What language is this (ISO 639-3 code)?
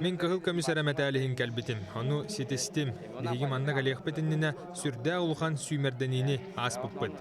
sah